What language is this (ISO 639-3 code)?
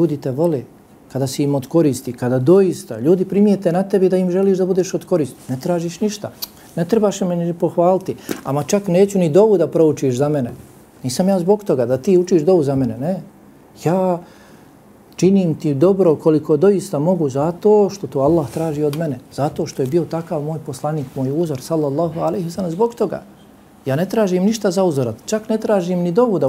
bos